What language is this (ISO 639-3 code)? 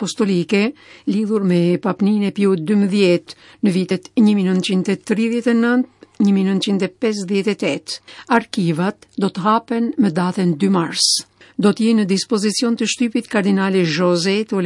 sqi